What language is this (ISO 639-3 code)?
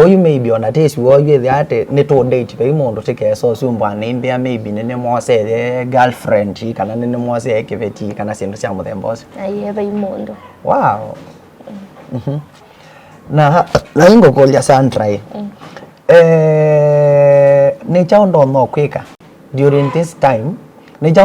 kam